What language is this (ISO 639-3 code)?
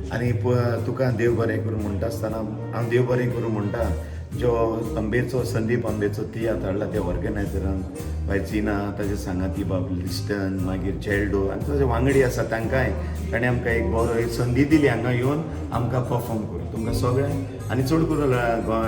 kok